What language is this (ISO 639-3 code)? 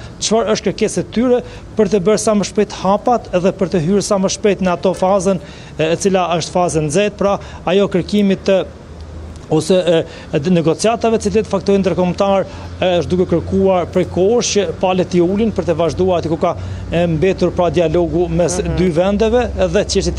sqi